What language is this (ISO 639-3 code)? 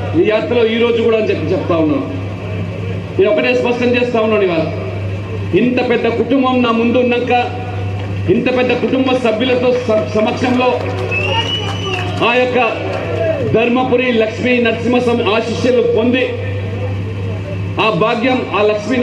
tel